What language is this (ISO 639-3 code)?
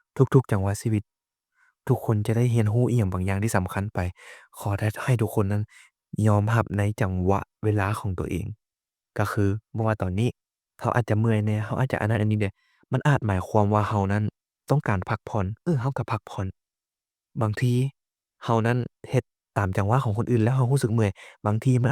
lao